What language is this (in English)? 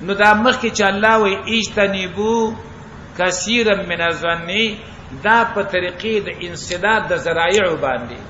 Pashto